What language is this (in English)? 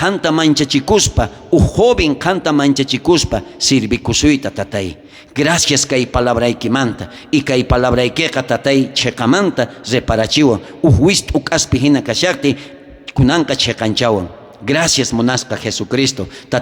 South Bolivian Quechua